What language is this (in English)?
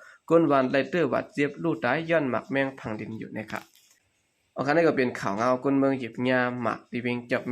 Shan